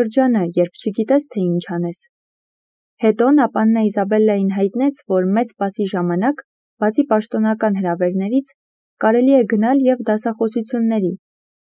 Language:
Armenian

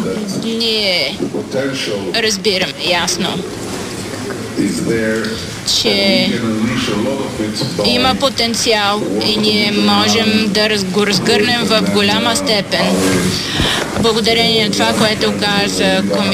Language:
Bulgarian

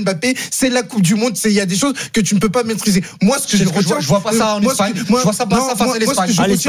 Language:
French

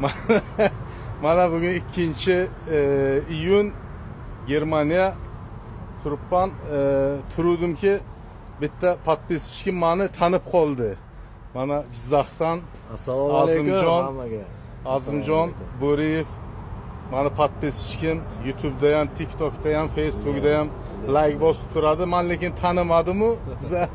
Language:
Uzbek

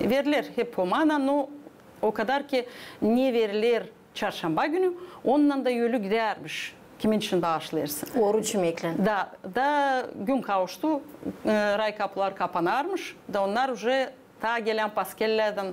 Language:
Gagauz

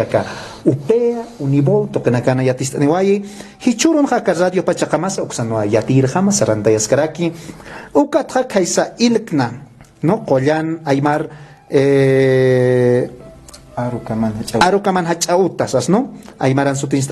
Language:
Aymara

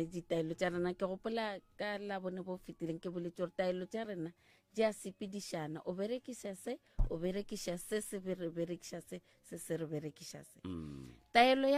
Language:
Northern Sotho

